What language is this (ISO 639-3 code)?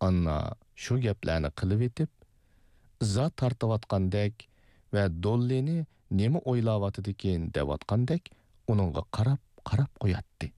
uig